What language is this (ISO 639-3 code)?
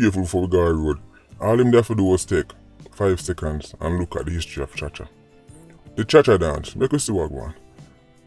jam